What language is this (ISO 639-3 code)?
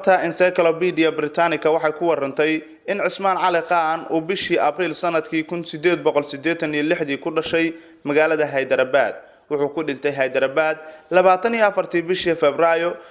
som